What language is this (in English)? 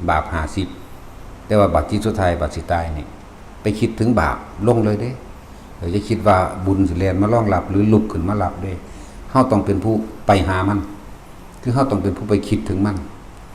Northeastern Thai